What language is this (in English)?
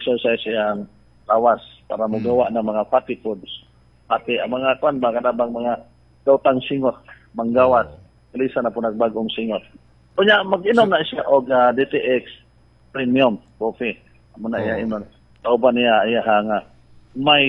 Cebuano